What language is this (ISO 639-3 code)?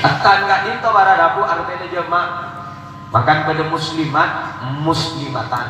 mad